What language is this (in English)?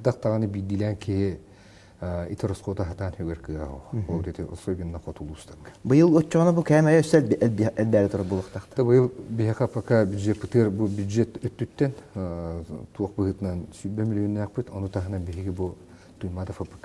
Yakut